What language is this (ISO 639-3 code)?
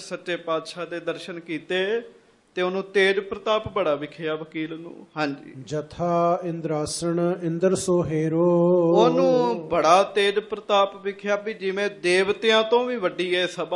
pan